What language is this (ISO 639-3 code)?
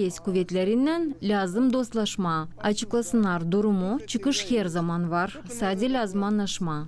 gag